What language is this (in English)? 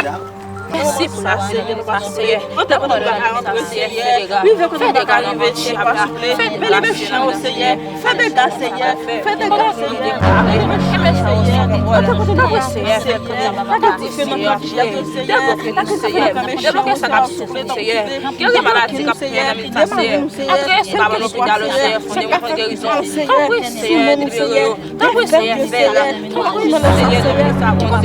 Haitian Creole